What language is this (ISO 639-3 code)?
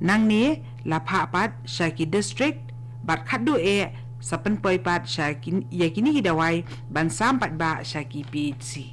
kha